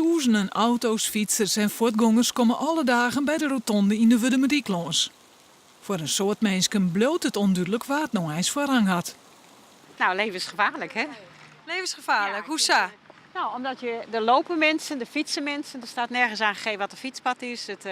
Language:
Western Frisian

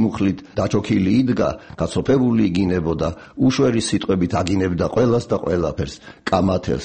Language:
Georgian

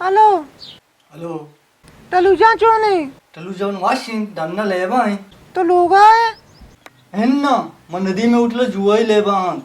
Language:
Baluchi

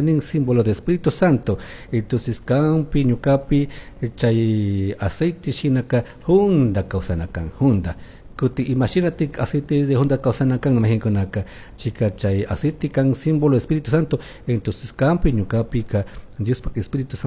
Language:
Chimborazo Highland Quichua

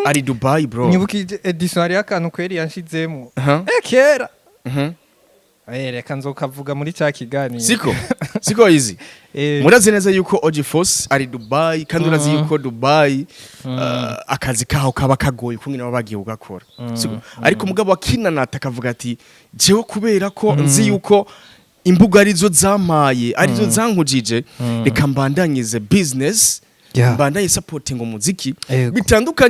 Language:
Rundi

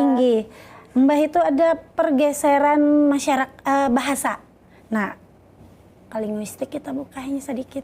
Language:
Banjar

